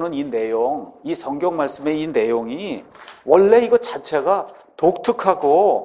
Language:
Korean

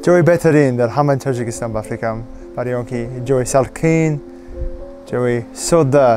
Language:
Tajik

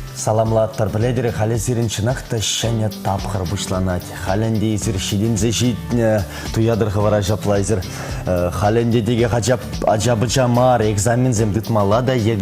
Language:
Chuvash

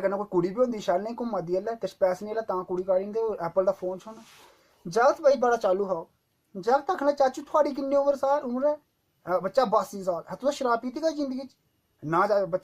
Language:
Dogri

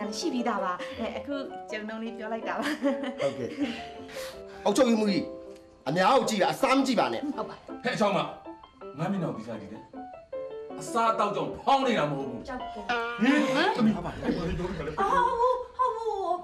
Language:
Burmese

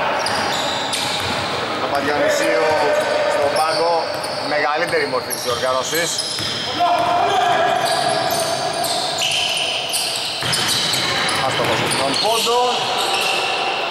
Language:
Greek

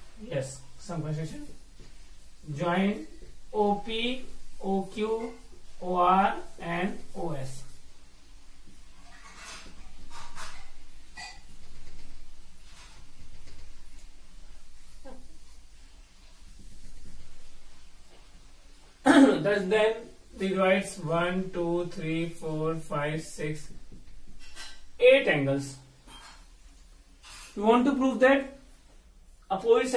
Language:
English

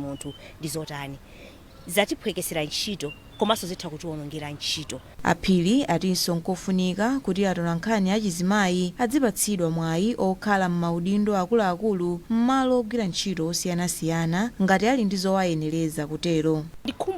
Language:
Nyanja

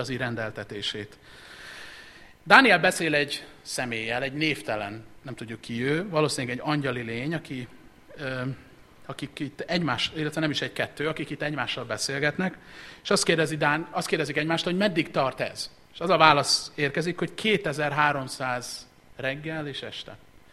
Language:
Hungarian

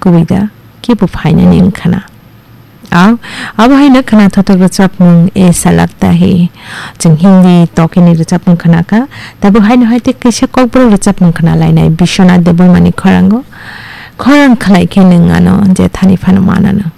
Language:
Kok Borok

